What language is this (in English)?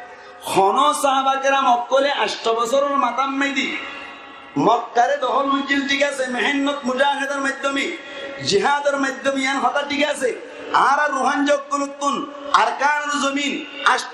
Rohingya